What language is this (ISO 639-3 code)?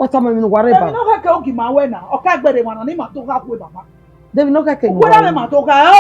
bin